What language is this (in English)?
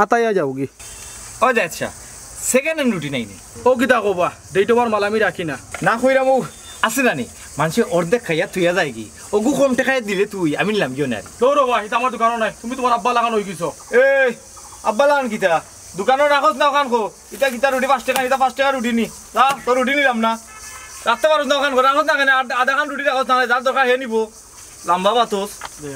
Sylheti